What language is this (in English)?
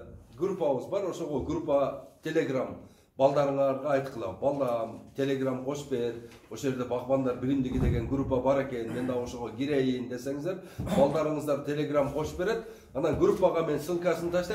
Kyrgyz